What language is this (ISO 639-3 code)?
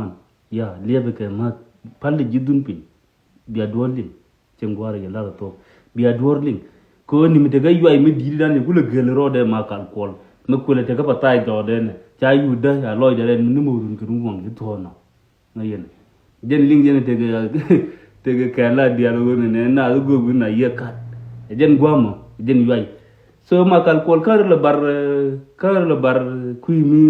nus